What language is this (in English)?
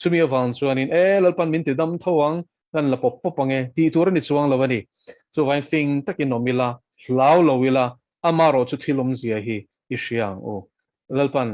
Mizo